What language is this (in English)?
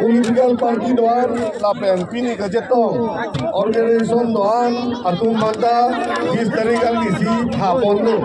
Karbi